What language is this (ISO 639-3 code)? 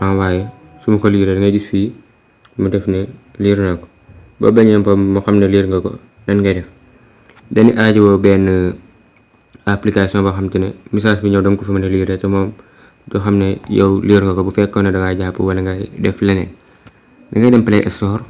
wol